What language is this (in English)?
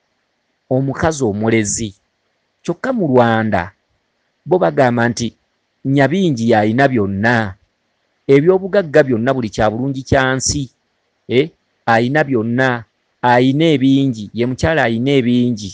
Ganda